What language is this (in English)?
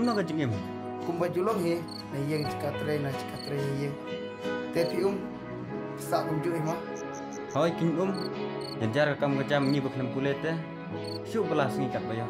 Khasi